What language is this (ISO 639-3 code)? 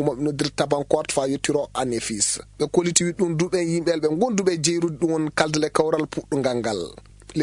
ful